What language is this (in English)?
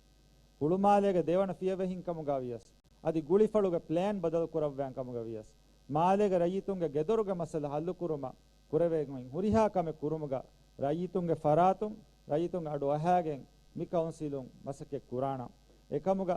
Divehi